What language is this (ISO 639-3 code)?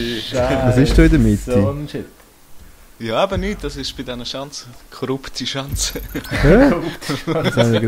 gsw